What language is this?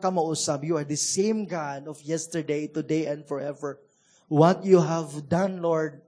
Cebuano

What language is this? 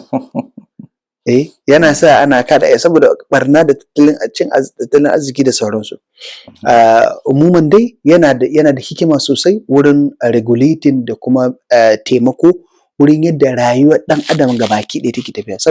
Hausa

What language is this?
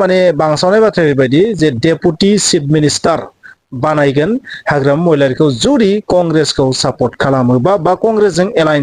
Bodo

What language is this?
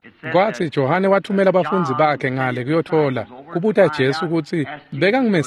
Swati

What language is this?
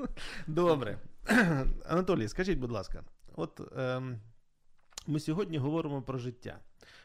Ukrainian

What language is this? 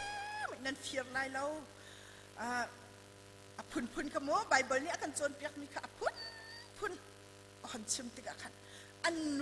Hakha Chin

